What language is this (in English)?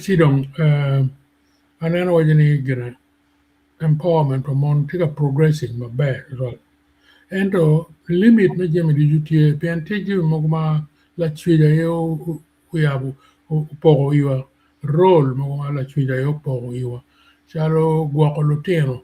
Acoli